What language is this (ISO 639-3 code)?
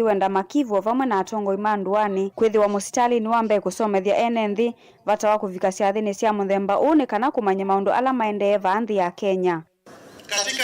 kam